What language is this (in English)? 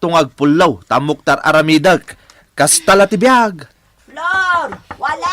Iloko